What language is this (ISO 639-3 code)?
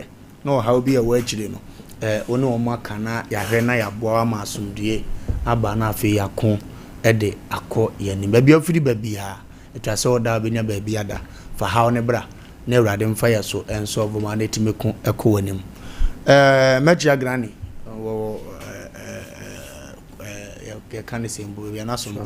aka